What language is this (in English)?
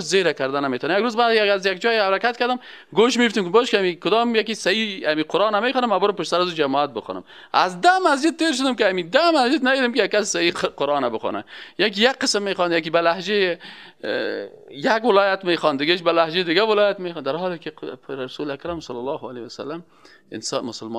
Persian